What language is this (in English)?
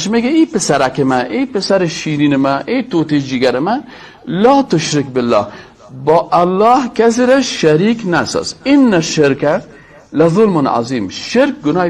Persian